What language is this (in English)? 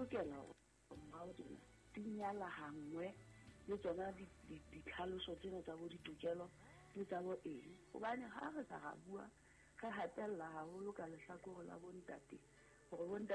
Southern Sotho